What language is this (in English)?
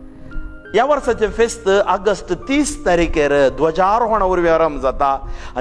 Konkani